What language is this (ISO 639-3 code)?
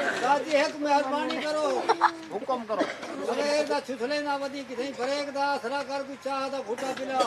skr